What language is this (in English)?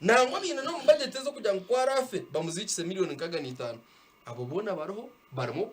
Nyankole